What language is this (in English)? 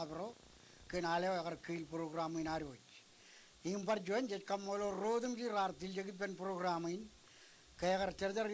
Marshallese